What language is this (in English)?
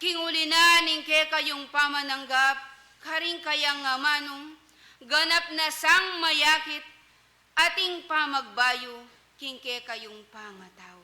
Pampanga